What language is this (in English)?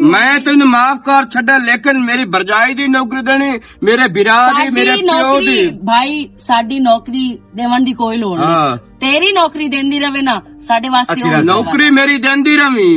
Western Panjabi